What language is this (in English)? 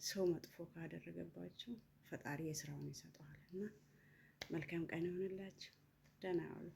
Amharic